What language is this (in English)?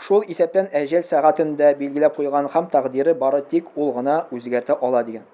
Tatar